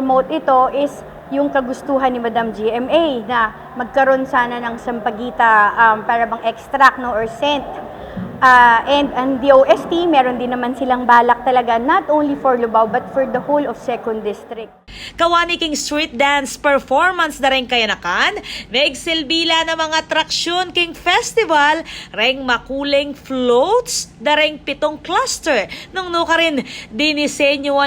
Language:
Pampanga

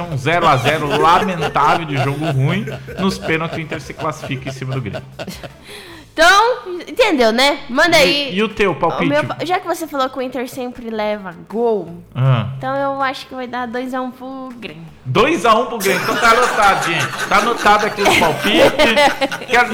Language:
Portuguese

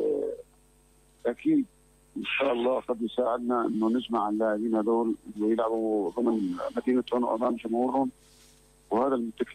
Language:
North Levantine Arabic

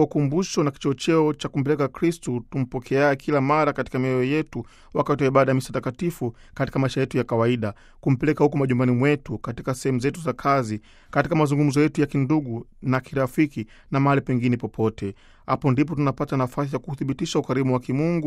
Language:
Swahili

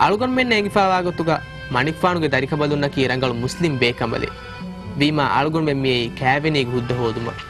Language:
Divehi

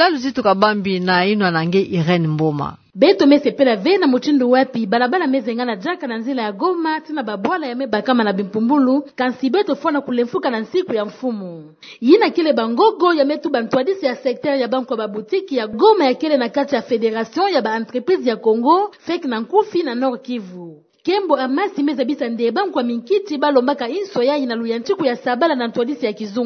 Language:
Kituba (Democratic Republic of Congo)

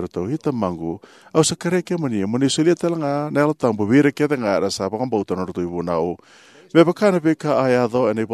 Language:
Fijian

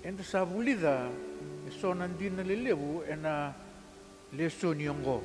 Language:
Fijian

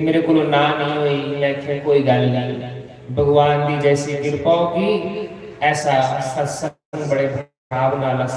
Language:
Dogri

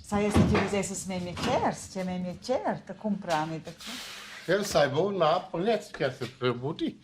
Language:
Romansh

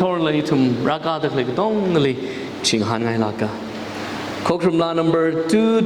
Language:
Tangkhul Naga (India)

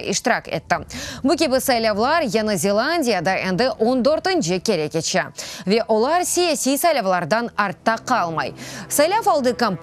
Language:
Crimean Tatar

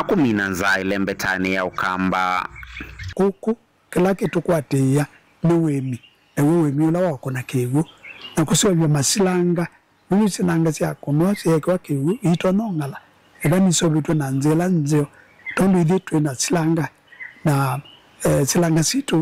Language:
Kamba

